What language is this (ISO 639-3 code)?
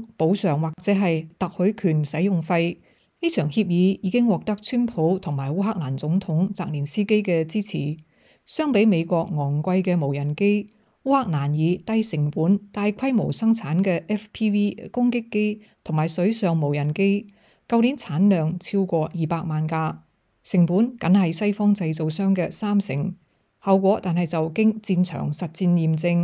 yue